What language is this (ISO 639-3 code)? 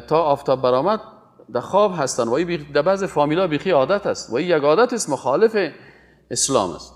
fas